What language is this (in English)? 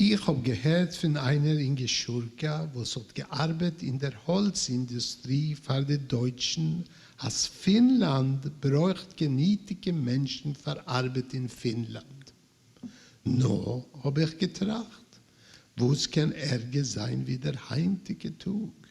Yiddish